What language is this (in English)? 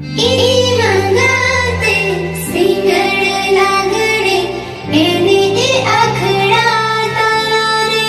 Santali